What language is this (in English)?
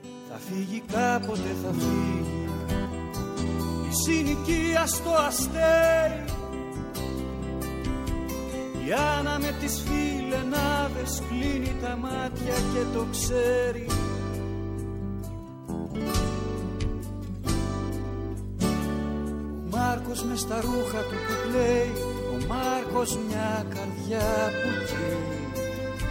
Greek